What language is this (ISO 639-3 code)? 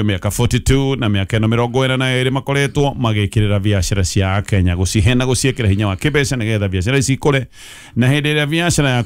kik